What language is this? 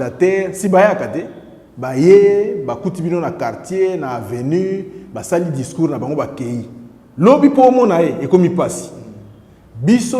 Lingala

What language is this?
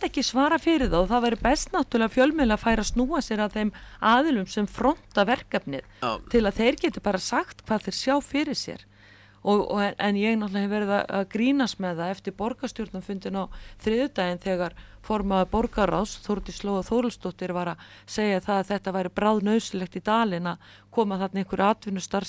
Icelandic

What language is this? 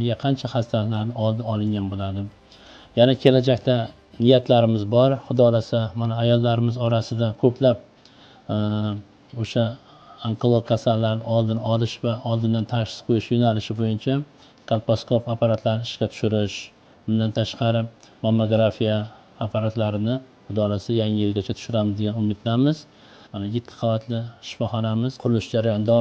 Uzbek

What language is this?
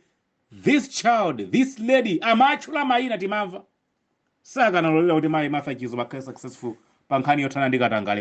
Nyanja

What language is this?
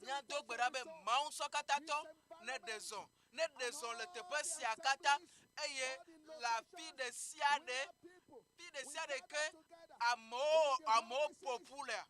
Ewe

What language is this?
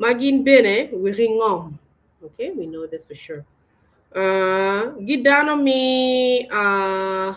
Acoli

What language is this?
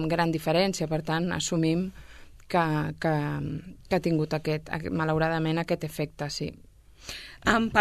Catalan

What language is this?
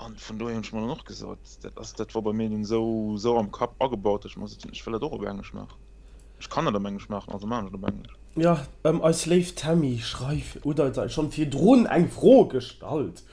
Luxembourgish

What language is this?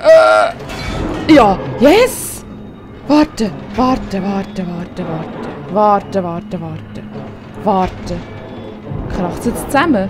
Swiss German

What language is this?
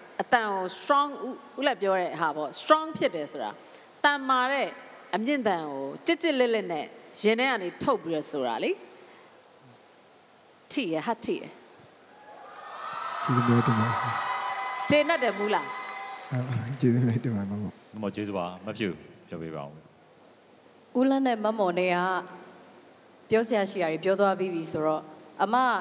Burmese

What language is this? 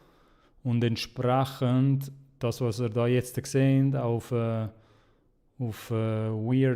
Swiss German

